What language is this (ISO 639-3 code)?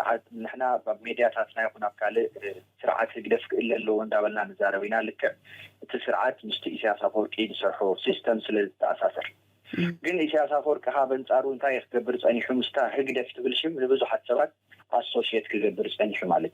tir